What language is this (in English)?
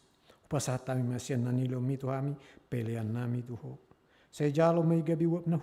Batak Toba